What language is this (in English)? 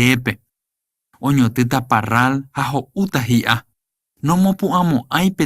Guarani